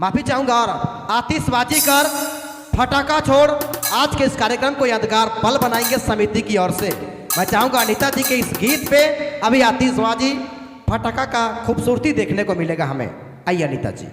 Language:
Sadri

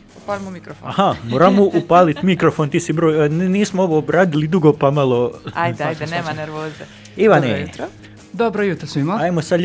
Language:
Croatian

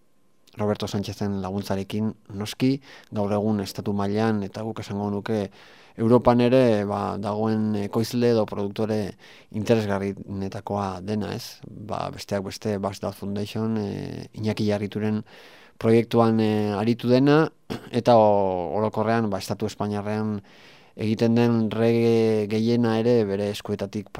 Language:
Basque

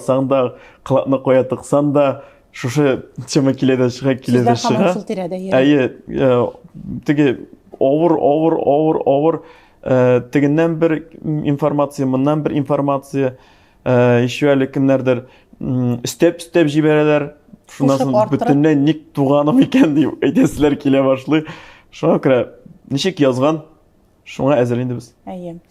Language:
Tatar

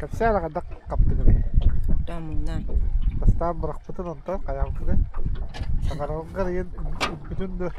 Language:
Yakut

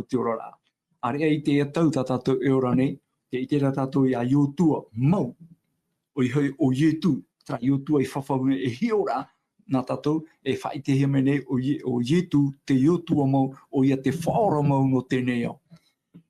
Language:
Tahitian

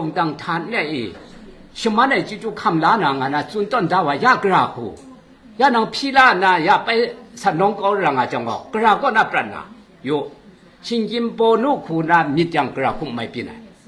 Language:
Kachin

